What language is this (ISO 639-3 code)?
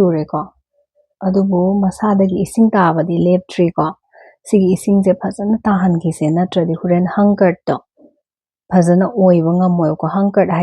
mni